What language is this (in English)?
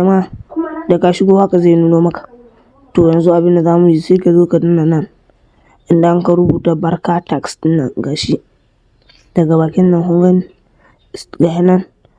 Hausa